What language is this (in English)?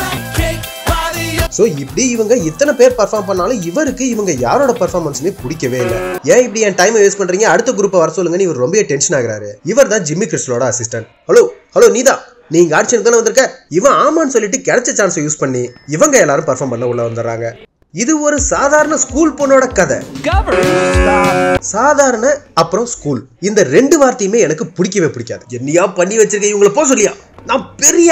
Tamil